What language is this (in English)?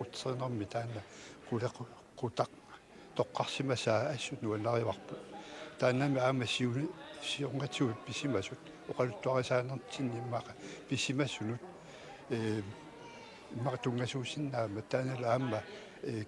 Kalaallisut